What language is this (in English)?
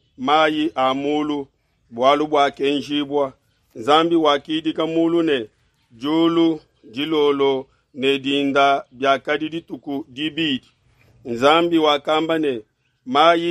Luba-Lulua